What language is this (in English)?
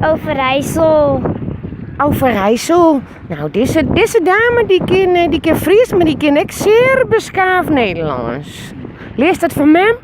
Western Frisian